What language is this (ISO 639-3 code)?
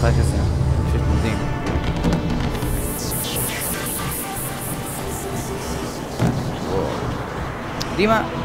heb